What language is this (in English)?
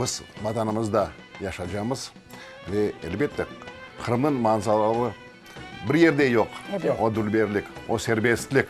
Crimean Tatar